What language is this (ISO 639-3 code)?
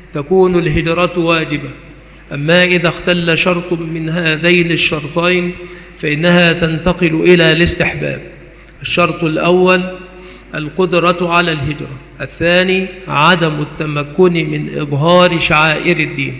ara